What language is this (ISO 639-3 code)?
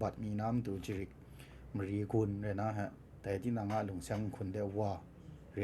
kac